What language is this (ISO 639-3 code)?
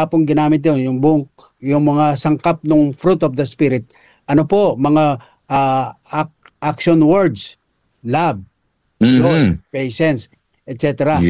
fil